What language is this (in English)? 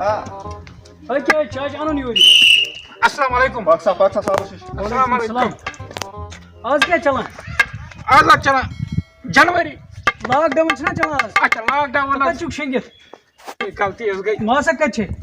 Kashmiri